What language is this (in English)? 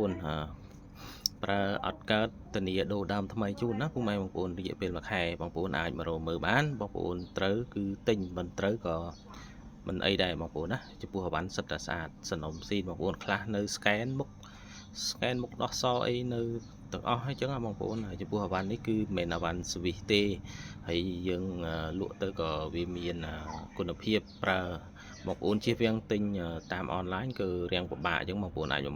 Khmer